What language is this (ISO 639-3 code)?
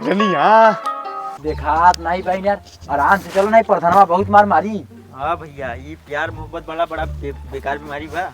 awa